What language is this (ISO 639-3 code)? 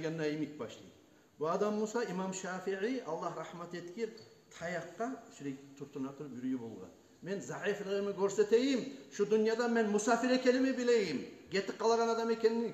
kum